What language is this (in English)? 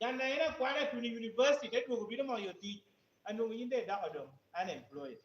Lango (Uganda)